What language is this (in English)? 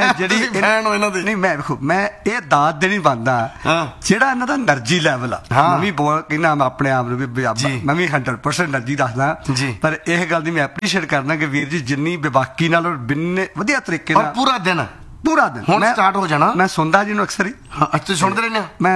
Punjabi